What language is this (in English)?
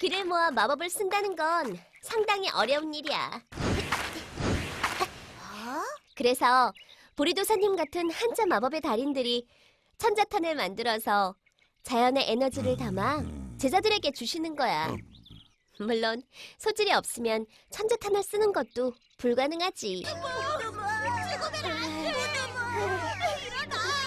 Korean